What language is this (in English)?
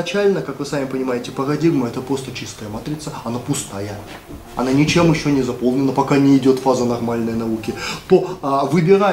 Russian